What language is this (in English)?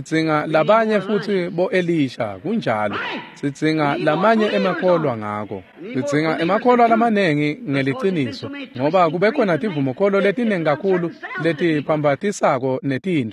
Swati